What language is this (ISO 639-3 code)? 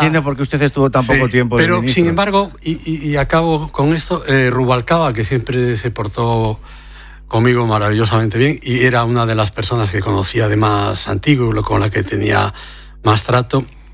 spa